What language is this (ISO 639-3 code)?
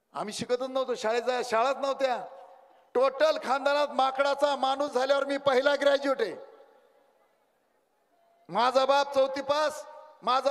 mar